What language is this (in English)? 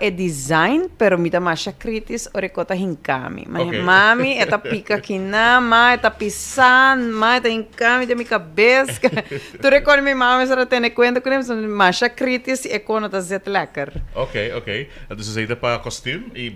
Papiamento